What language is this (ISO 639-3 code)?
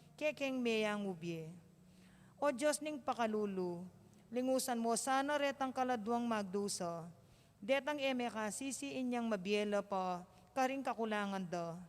pam